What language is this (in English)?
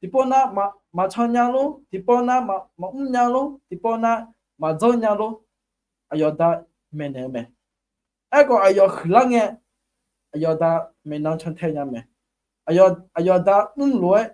Akha